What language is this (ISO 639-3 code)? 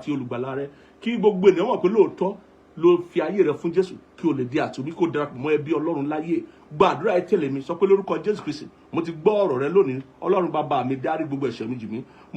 yor